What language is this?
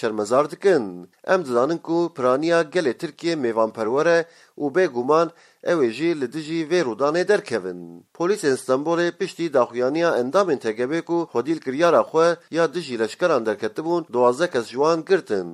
Kurdish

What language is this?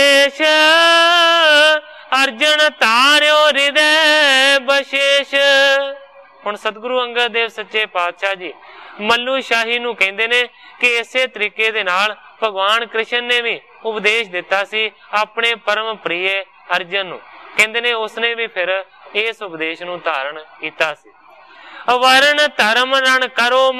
Punjabi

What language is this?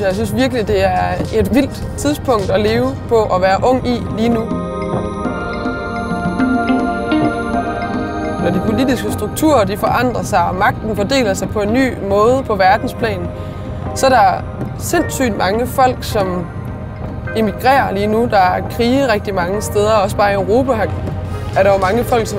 Danish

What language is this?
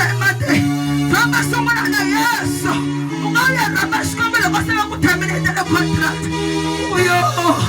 Tsonga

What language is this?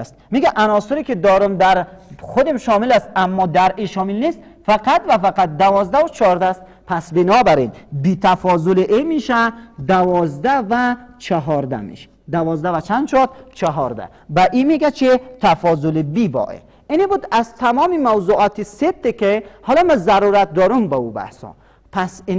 Persian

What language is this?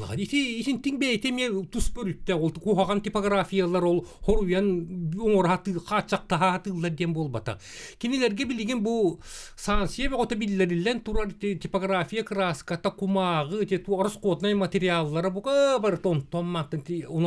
Yakut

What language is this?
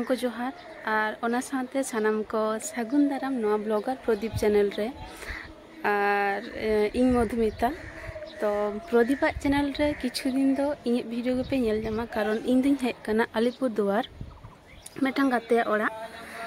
Santali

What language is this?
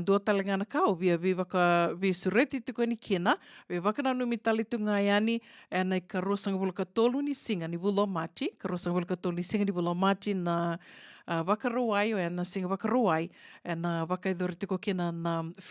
Fijian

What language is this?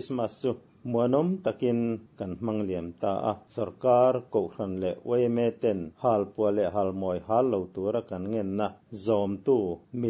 Mizo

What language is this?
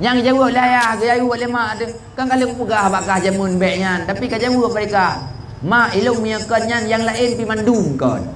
Achinese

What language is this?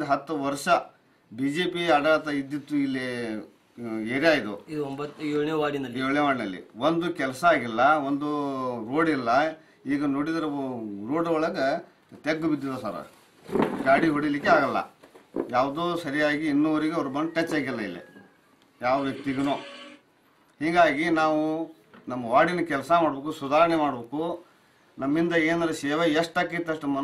Kannada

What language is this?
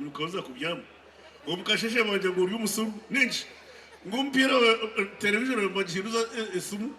Nyankole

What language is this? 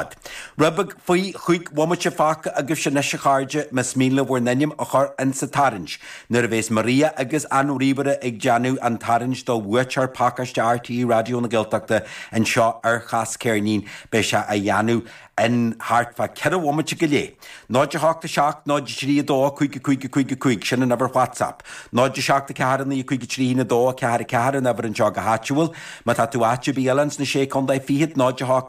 Irish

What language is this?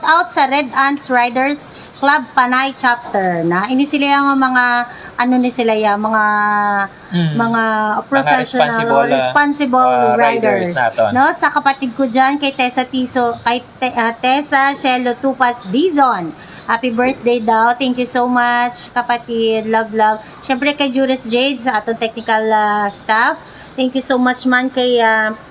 Hiligaynon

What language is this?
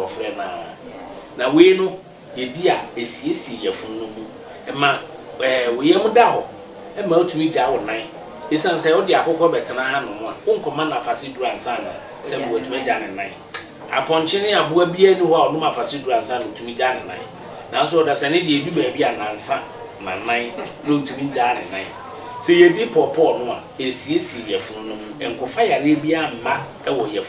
Akan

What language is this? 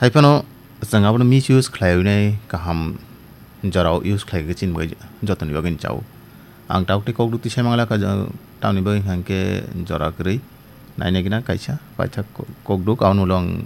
Kok Borok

